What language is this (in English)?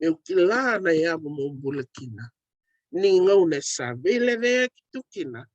Fijian